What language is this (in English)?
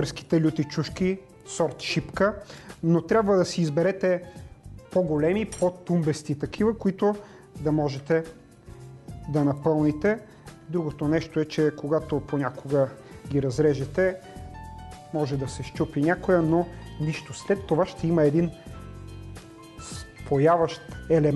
Bulgarian